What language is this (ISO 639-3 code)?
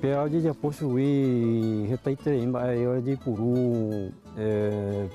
grn